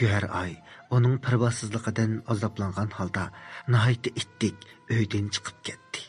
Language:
Uyghur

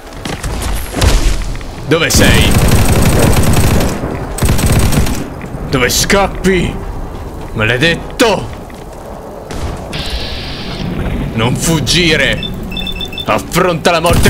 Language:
Italian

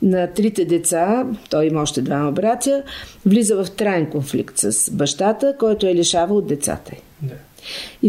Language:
Bulgarian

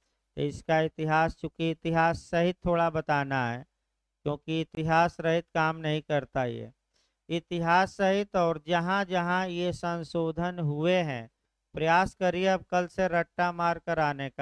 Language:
Hindi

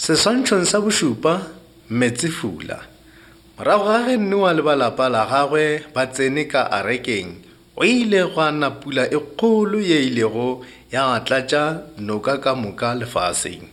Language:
Northern Sotho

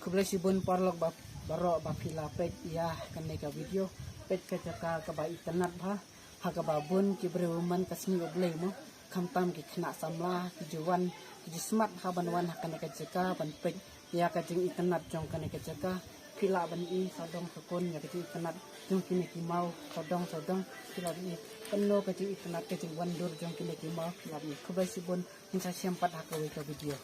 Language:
Khasi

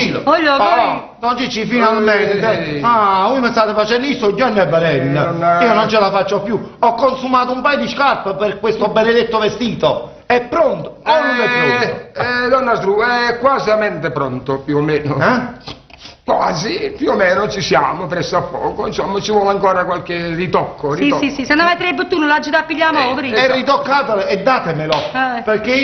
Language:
Neapolitan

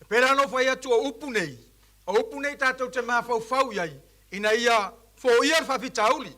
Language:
Samoan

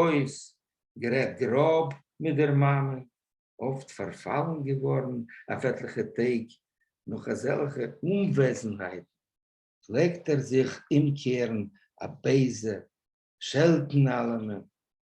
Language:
Yiddish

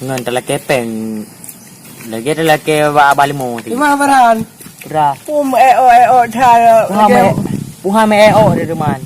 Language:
Achinese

